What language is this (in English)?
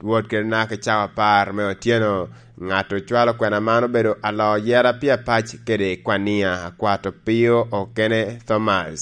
Lango (Uganda)